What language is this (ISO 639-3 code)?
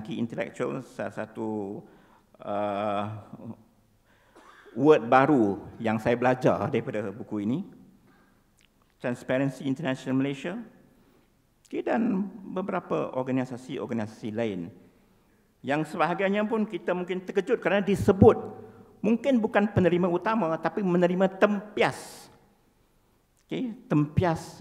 msa